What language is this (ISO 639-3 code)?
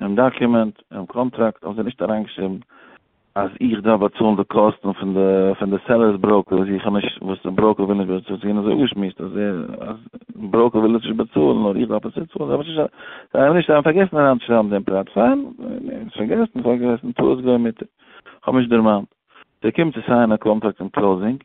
yid